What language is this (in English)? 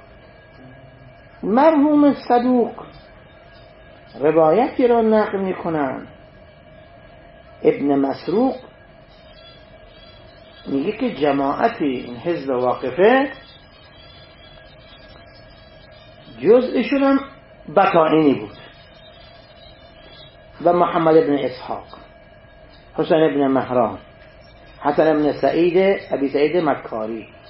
Persian